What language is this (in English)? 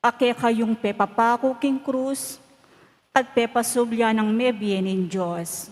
Pampanga